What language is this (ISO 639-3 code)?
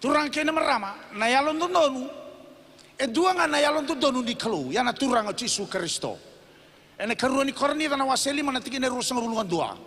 fij